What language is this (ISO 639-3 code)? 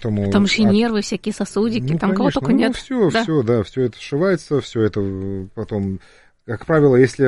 rus